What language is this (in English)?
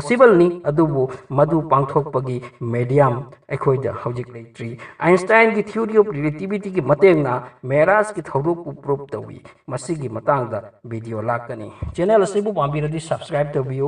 Manipuri